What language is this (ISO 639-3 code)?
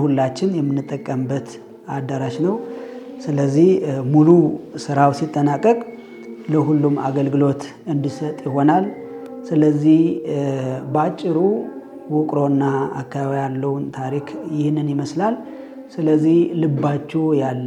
amh